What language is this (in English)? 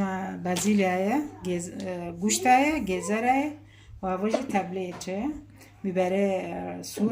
Kurdish